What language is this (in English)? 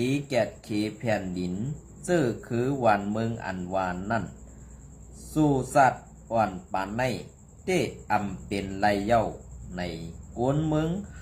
Shan